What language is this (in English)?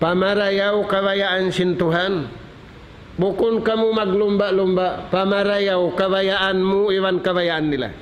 Tausug